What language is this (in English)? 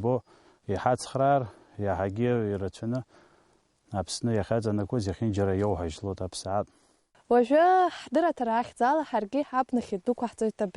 Abkhazian